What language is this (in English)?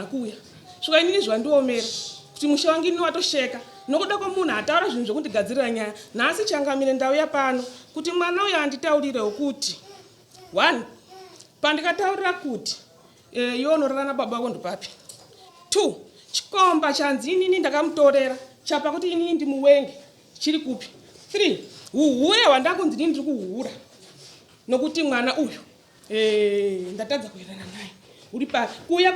Shona